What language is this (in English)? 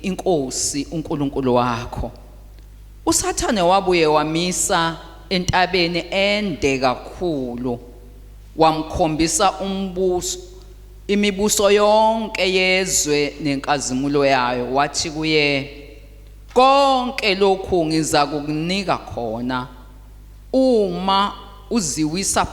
Zulu